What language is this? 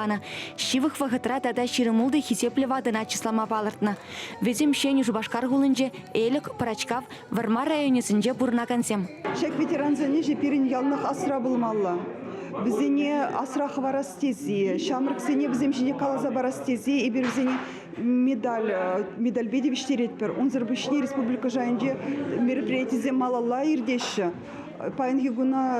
Chuvash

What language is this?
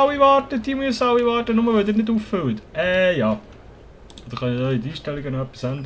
Swiss German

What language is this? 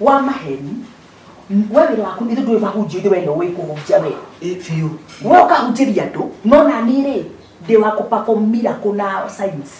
Kikuyu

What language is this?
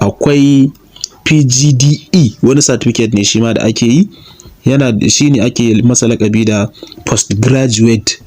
Hausa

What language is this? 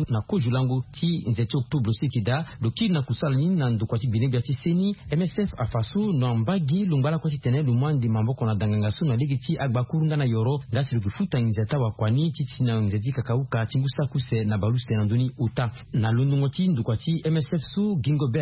Sango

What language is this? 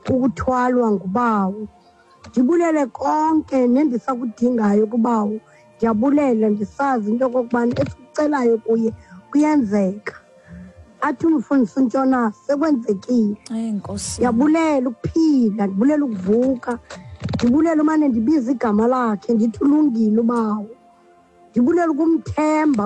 Xhosa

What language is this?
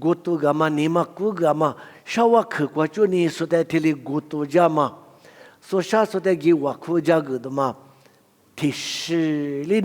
Lisu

